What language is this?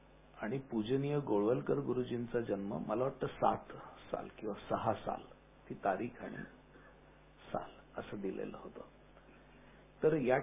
Marathi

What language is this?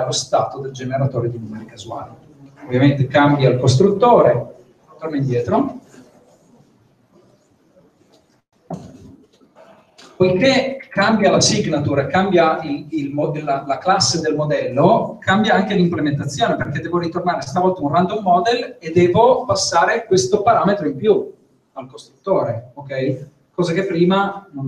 Italian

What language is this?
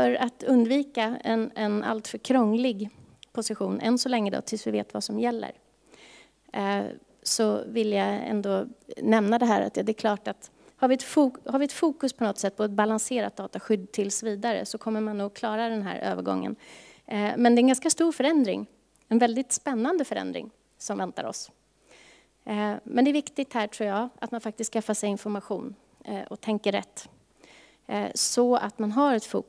Swedish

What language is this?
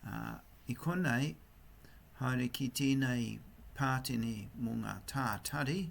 Māori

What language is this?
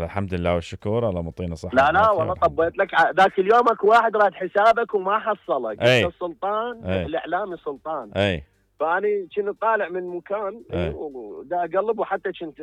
Mesopotamian Arabic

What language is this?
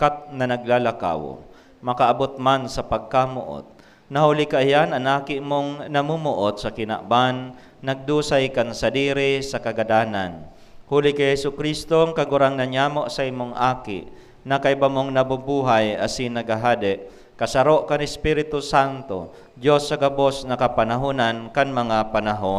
Bikol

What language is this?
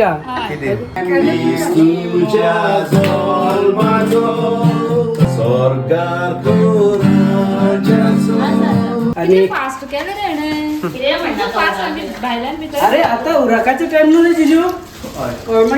Konkani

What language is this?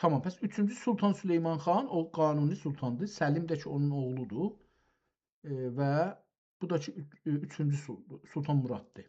South Azerbaijani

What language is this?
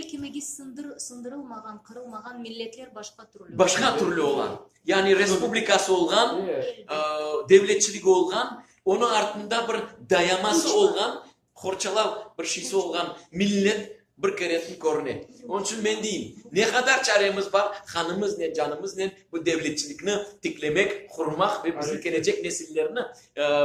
Crimean Tatar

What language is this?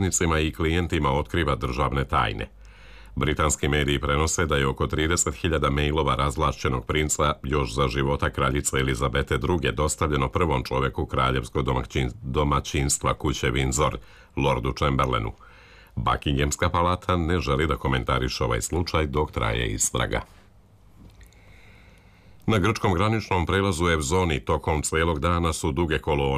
Serbian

